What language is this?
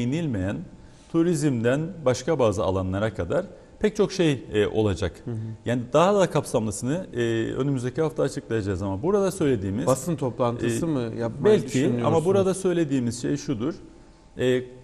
Turkish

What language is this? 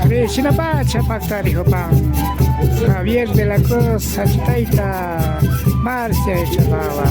Imbabura Highland Quichua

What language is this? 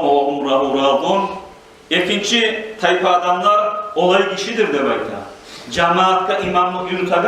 Kumyk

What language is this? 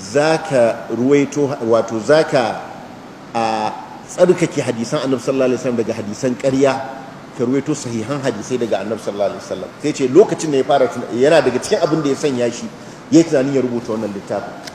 Hausa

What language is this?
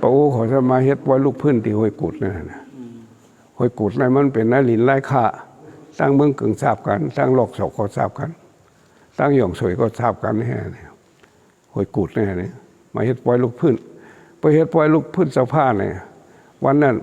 Shan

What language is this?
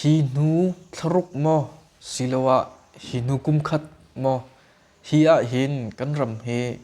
Hakha Chin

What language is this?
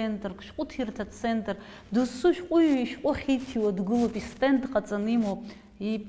Abkhazian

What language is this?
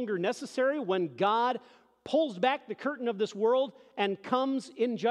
English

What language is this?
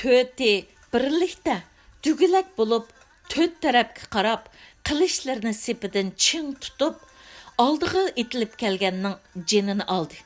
Uyghur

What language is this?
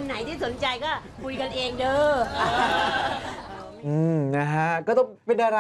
Thai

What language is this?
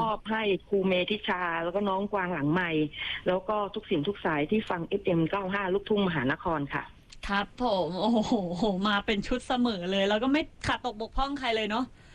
Thai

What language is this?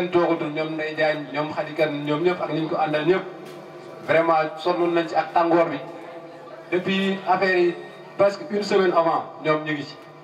Wolof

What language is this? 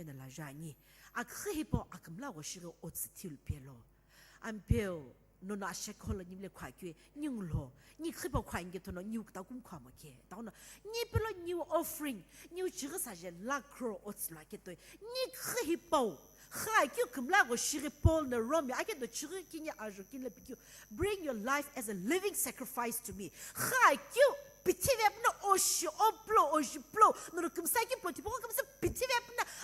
Sumi Naga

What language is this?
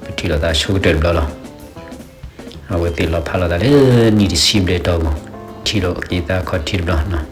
S'gaw Karen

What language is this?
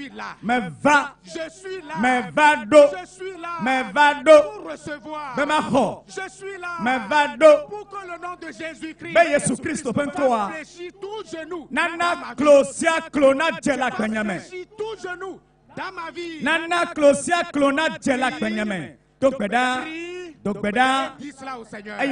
Ewe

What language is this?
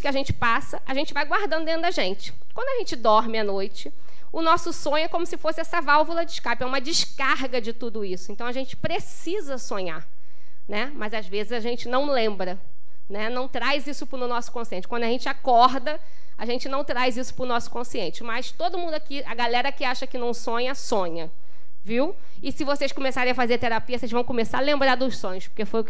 Portuguese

